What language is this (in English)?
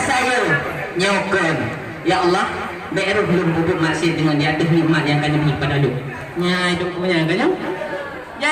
Achinese